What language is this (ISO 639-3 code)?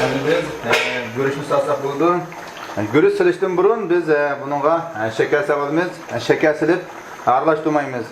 uig